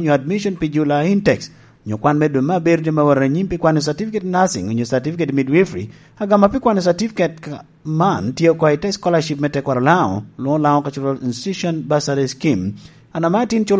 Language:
Lango (Uganda)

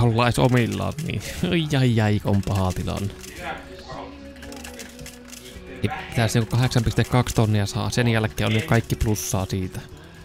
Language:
Finnish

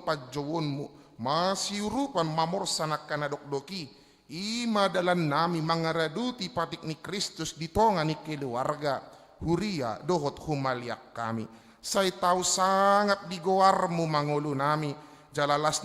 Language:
Batak Toba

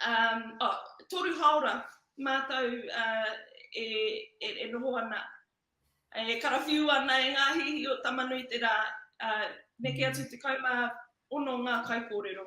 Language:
Māori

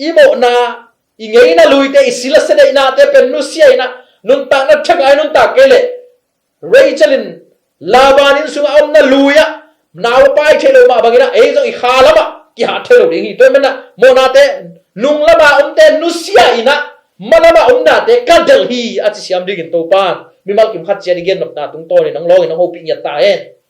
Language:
Tedim Chin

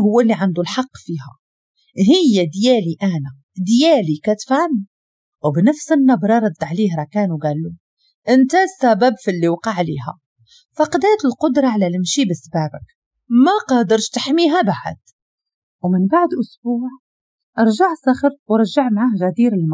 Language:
Moroccan Arabic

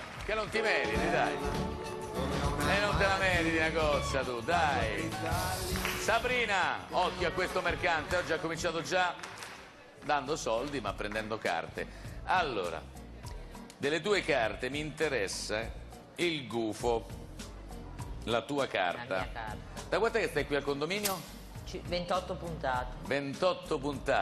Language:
Italian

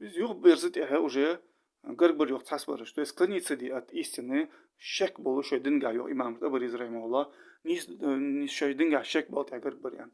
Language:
Ingush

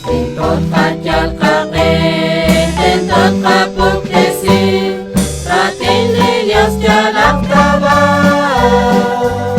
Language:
Kekchí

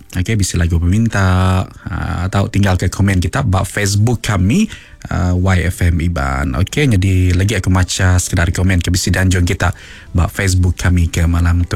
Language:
Iban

